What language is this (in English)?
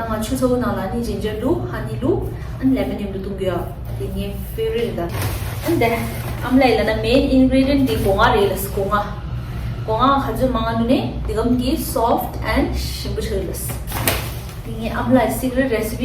Tibetan